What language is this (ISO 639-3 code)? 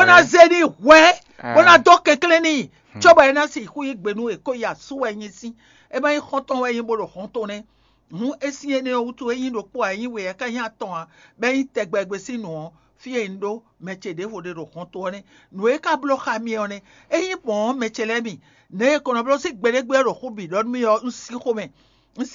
fon